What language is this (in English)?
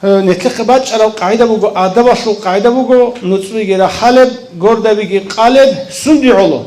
Avaric